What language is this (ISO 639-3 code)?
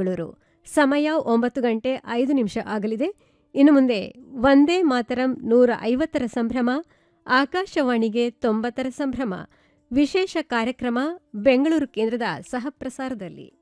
kan